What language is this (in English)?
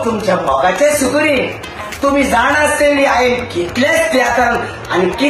Konkani